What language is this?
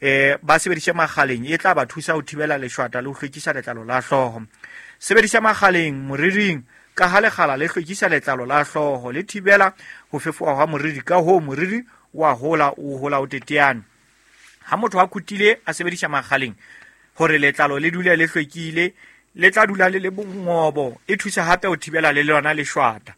Southern Sotho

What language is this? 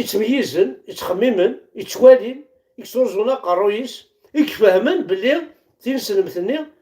Kabyle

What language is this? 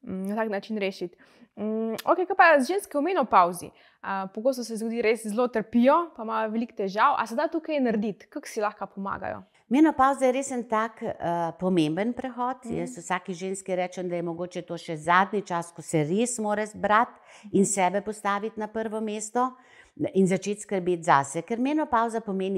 Slovenian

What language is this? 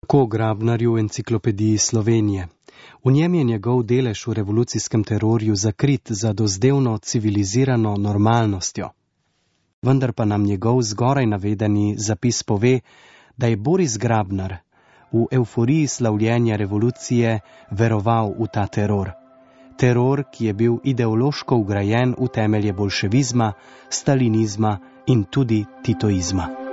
Slovenian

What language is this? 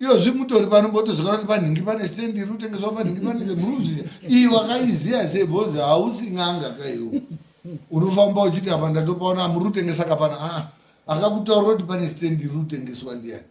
Shona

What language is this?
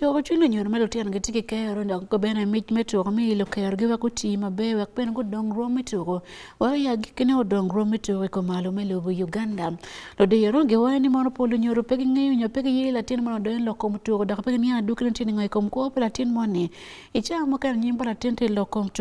Acoli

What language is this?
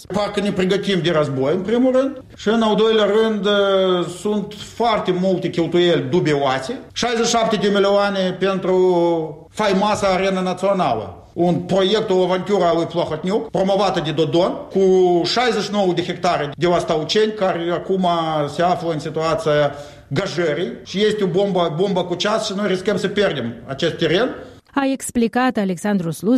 Romanian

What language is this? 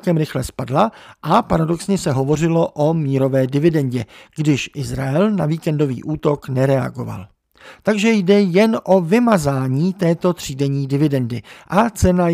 Czech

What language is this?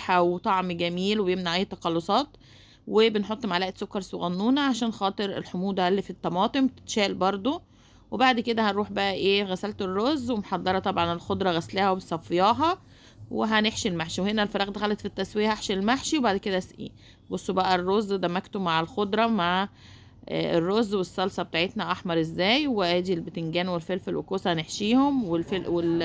Egyptian Arabic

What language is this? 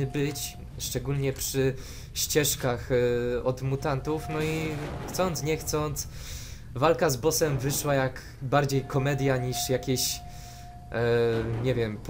Polish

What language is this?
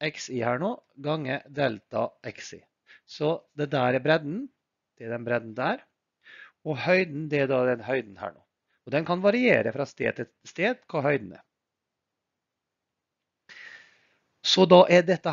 Norwegian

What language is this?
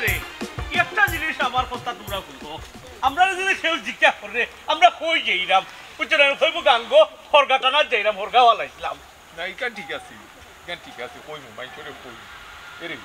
Sylheti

